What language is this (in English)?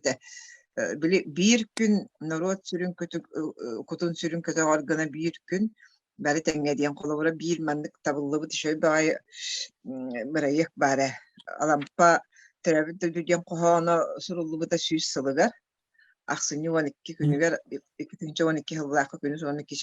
Yakut